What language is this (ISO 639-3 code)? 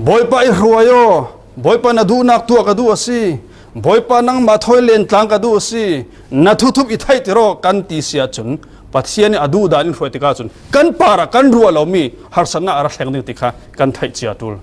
cfm